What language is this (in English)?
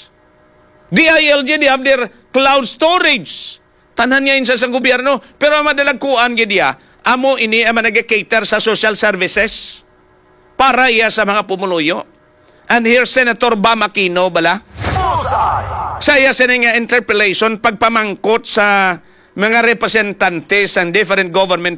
Hiligaynon